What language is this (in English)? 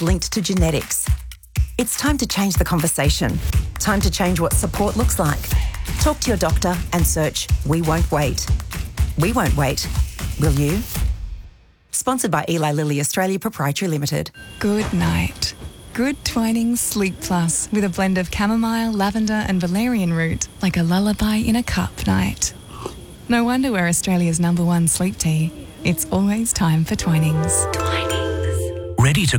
English